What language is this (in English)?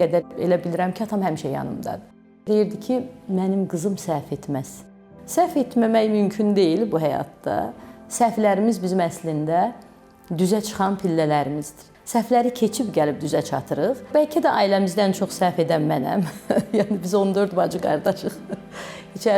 Azerbaijani